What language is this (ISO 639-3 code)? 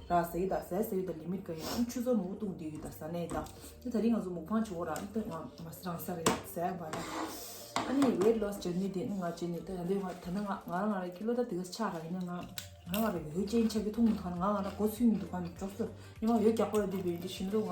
bod